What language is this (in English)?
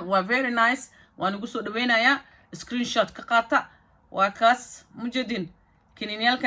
Somali